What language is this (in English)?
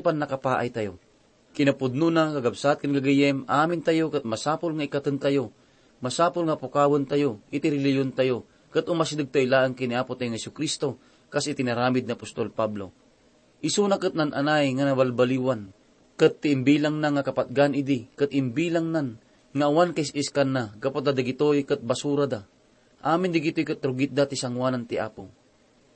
Iloko